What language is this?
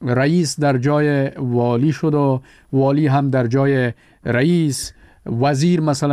Persian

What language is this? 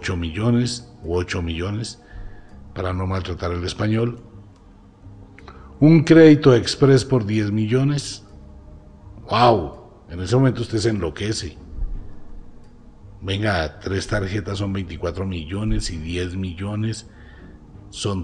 Spanish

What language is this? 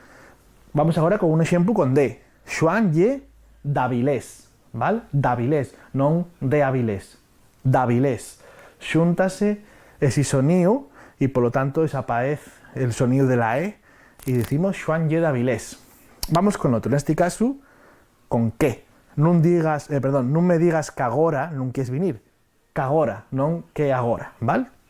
Asturian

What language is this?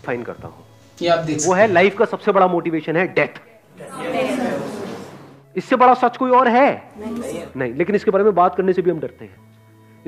Hindi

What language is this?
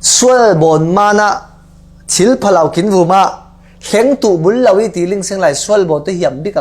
Falam Chin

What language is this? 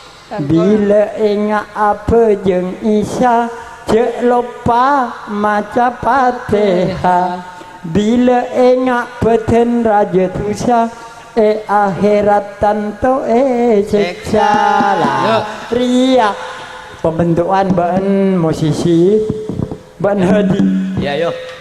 Madurese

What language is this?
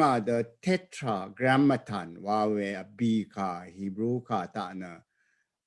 Rawang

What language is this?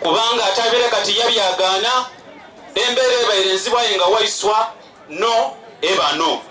Soga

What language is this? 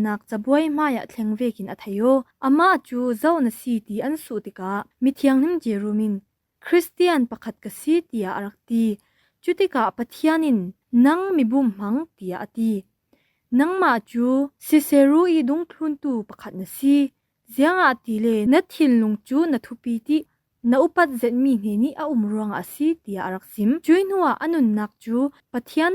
Falam Chin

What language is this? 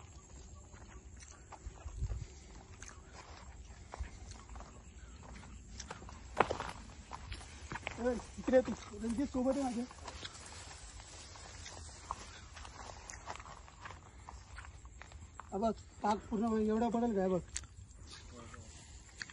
Marathi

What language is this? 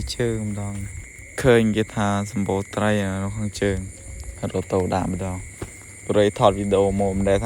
Khmer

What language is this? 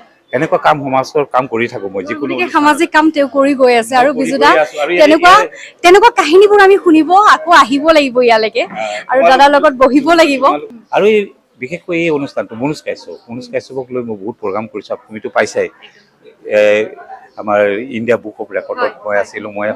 Assamese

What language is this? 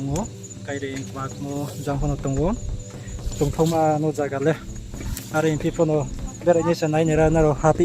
Riang (India)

